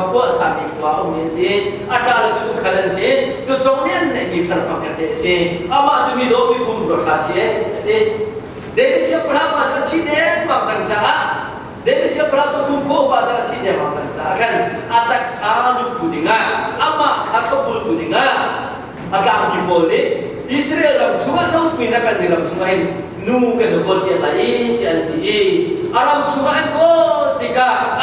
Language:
Hakha Chin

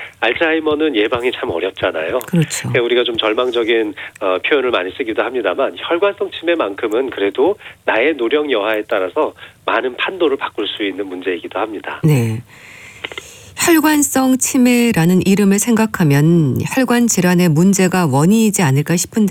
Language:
Korean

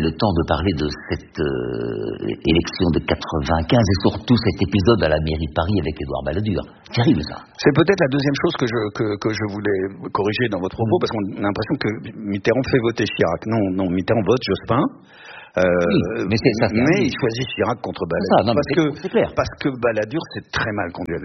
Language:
French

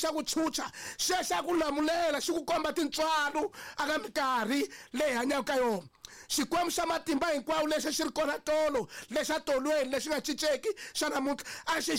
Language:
Tsonga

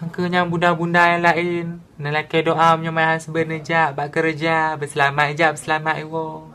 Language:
Achinese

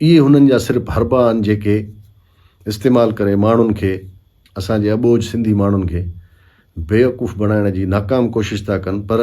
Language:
Sindhi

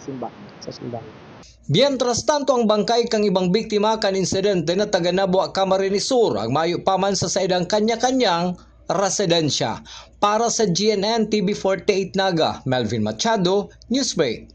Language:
Bikol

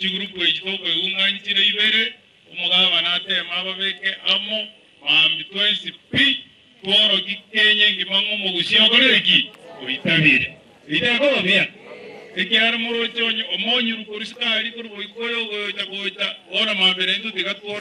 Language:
Gusii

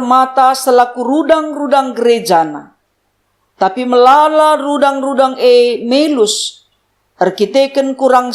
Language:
Batak Karo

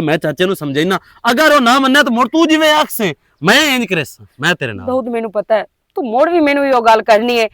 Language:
Western Panjabi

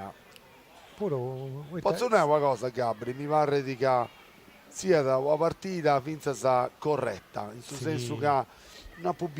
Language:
Sardinian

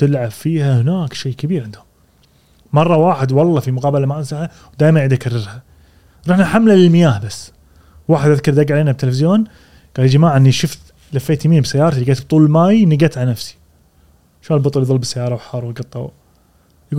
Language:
Gulf Arabic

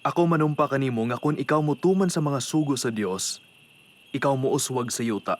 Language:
Cebuano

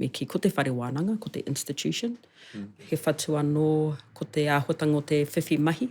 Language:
Māori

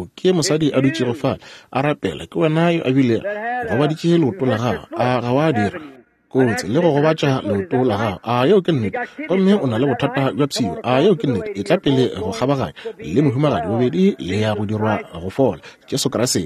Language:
Northern Sotho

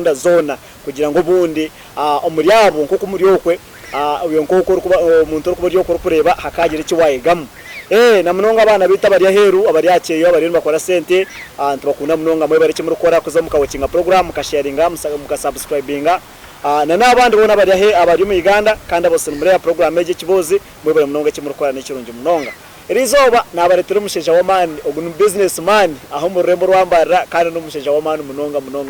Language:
Nyankole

